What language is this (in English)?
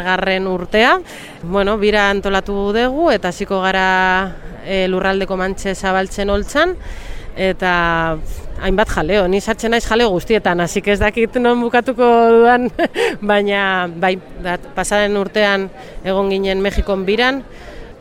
Basque